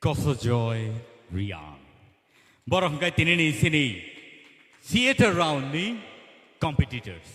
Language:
Kok Borok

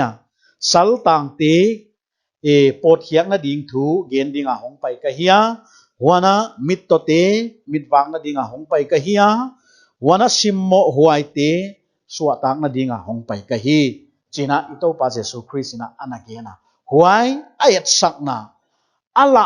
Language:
Paite Chin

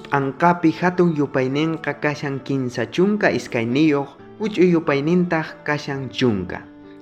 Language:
South Bolivian Quechua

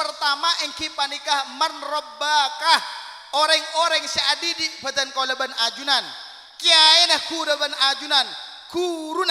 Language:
Madurese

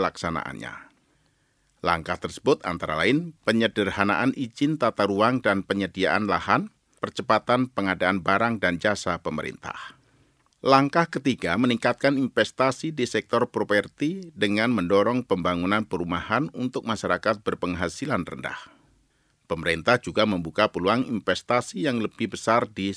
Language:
Indonesian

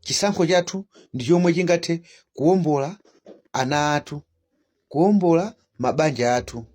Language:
Nyanja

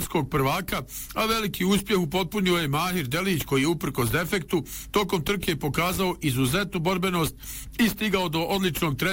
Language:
Bosnian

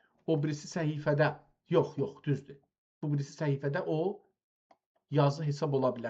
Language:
South Azerbaijani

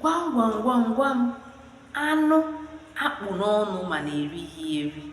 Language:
Igbo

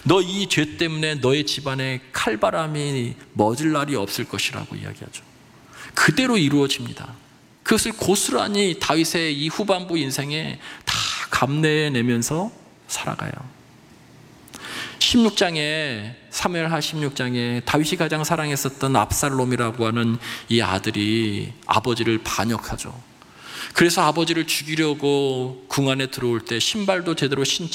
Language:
Korean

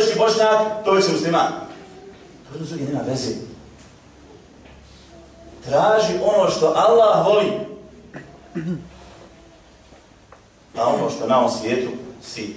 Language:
Bosnian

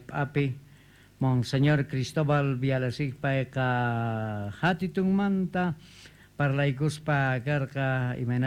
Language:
Quechua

